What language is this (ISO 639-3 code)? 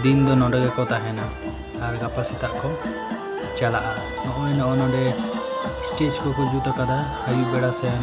sat